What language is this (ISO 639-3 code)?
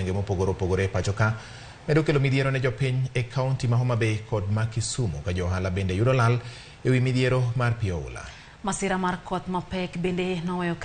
luo